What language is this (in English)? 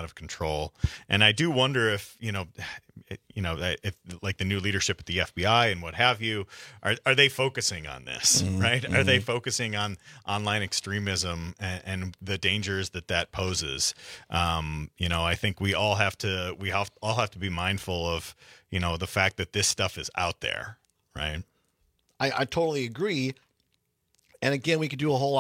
English